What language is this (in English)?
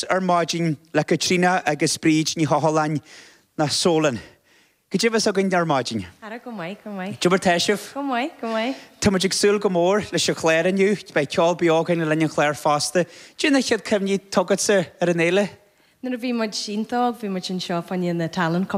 Irish